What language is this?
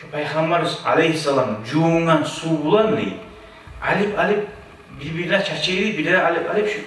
Kumyk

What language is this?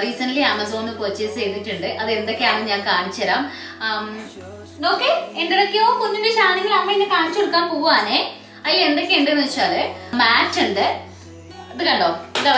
Malayalam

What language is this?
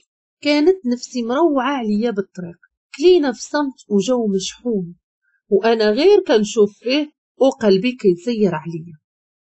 Moroccan Arabic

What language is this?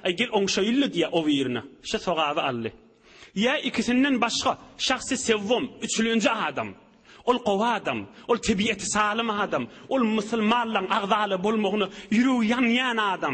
Turkmen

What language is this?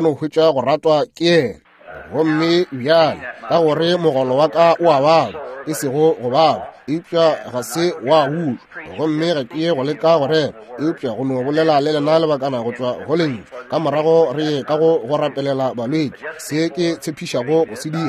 Northern Sotho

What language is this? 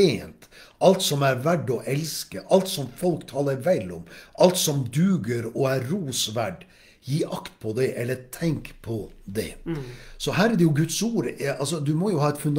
Norwegian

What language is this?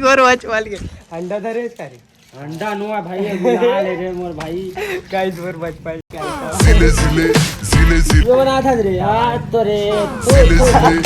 Chhattisgarhi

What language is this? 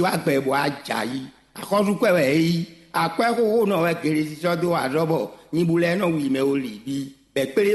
Fon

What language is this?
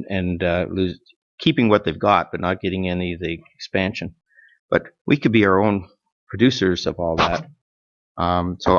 English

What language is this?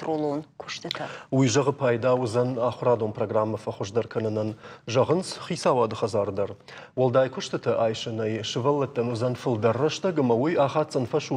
Ossetic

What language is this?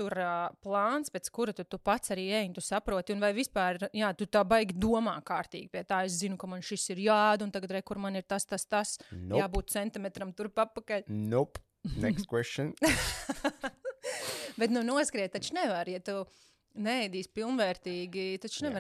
Latvian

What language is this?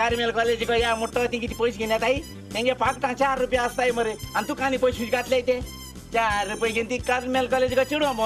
Konkani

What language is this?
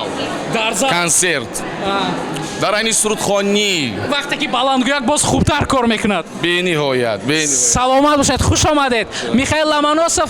Tajik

